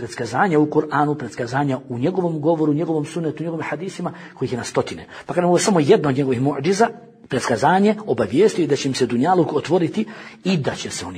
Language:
Bosnian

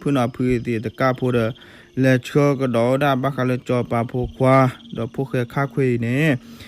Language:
S'gaw Karen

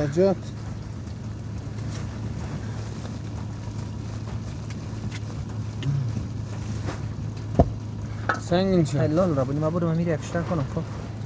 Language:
Persian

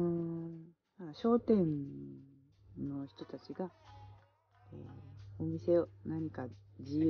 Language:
Japanese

